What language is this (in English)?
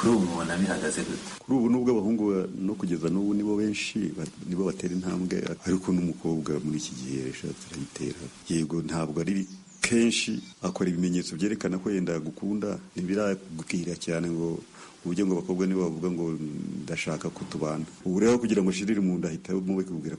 Kinyarwanda